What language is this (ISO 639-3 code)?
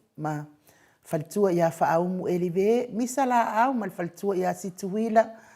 smo